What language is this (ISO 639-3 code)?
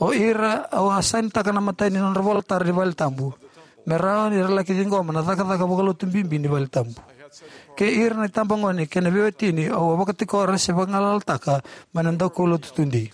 fij